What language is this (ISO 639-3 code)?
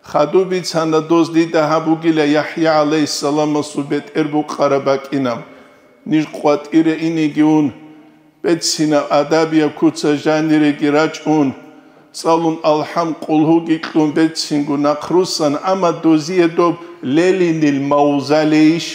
ava